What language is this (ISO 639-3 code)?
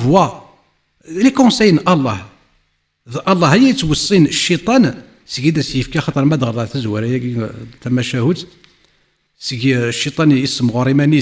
kab